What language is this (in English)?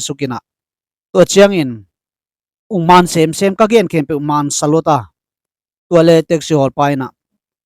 Tedim Chin